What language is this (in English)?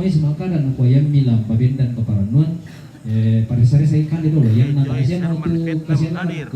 Toraja-Sa'dan